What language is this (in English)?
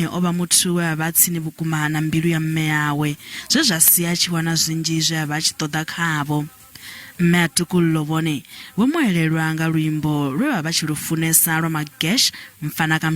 Venda